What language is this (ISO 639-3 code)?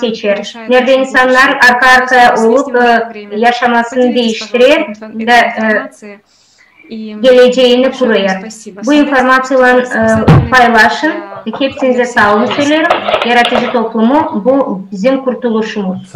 gag